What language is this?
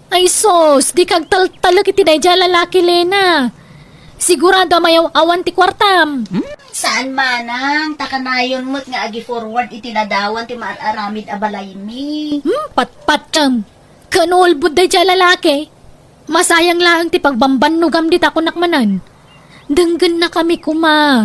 Iloko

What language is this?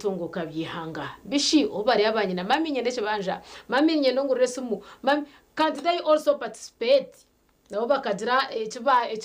Nyankole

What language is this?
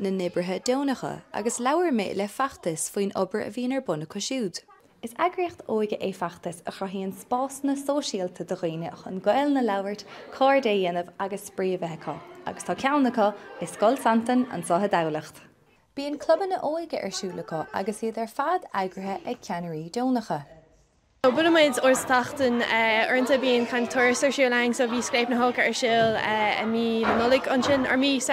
Irish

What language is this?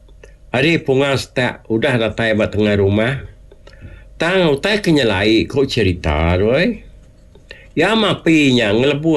Iban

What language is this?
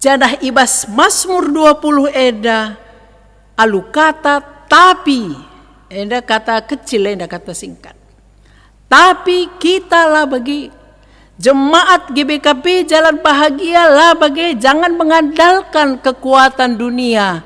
Batak Karo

